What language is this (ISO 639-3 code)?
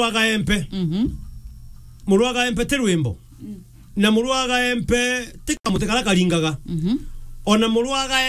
mer